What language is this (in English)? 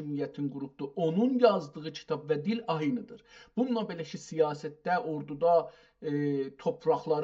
South Azerbaijani